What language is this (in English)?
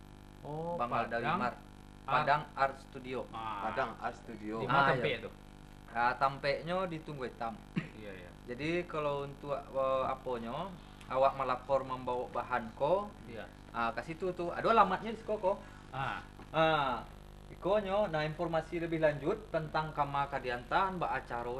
Minangkabau